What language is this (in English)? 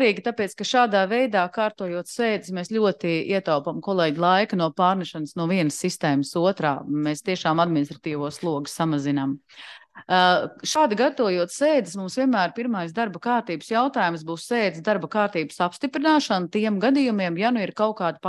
Latvian